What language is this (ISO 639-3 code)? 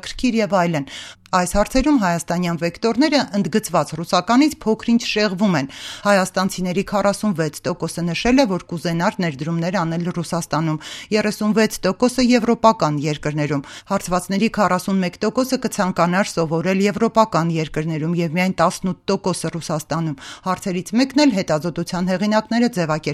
hye